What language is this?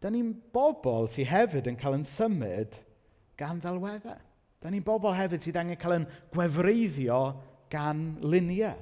Welsh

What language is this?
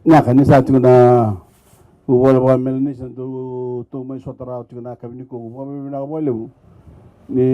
Fijian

